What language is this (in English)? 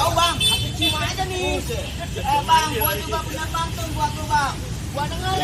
Betawi